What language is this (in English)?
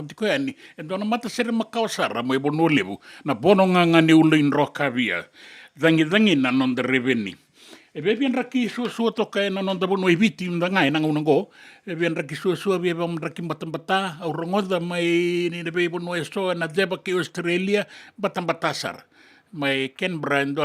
Fijian